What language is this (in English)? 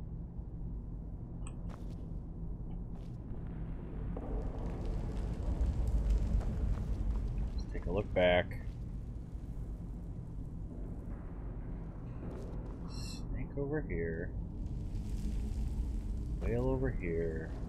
English